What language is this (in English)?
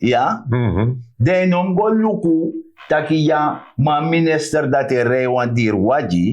Sranan Tongo